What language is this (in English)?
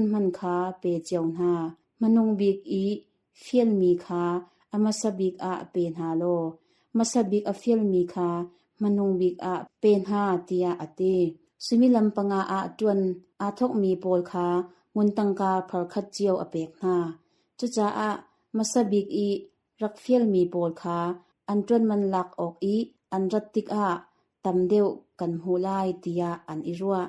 Hakha Chin